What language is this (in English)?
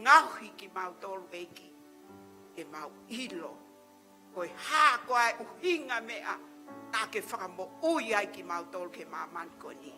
Tongan